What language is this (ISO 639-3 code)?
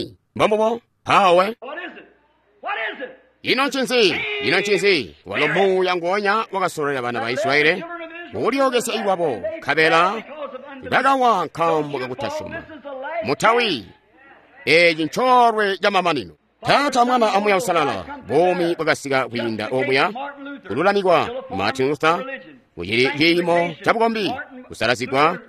toi